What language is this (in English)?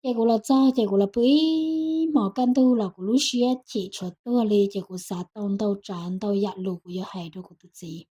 Hmong